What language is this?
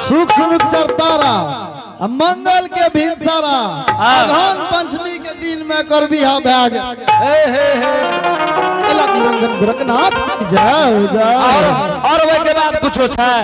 Angika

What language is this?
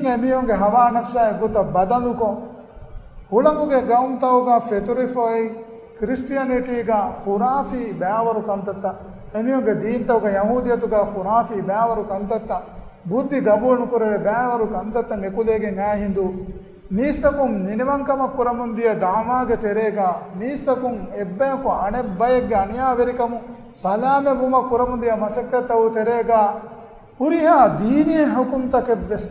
Divehi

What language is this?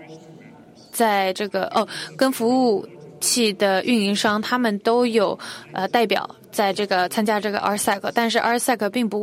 Chinese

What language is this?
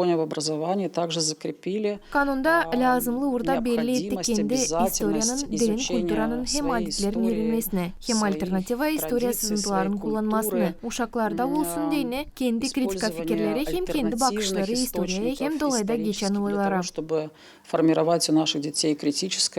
Gagauz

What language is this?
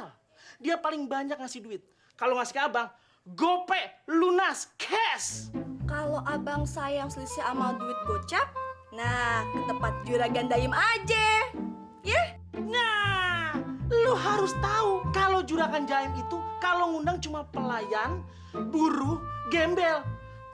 Betawi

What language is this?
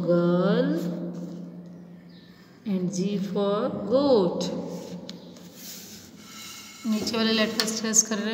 Hindi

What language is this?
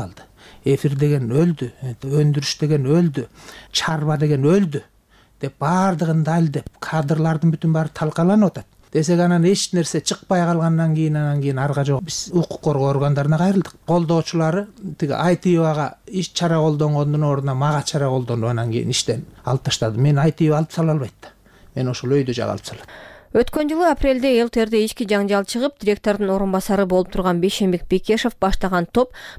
Kyrgyz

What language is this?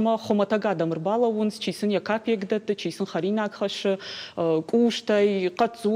Ossetic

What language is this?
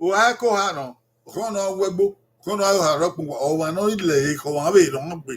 Bini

